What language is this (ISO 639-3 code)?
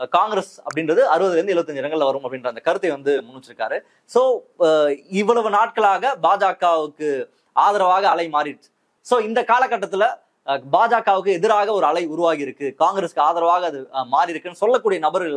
tam